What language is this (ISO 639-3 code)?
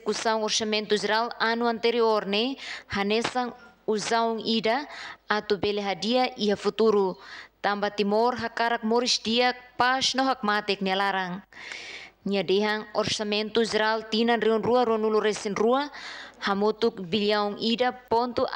tet